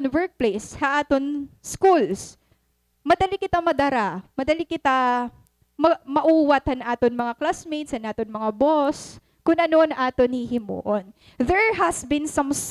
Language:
Waray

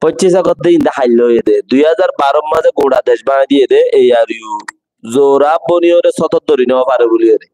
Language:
Rohingya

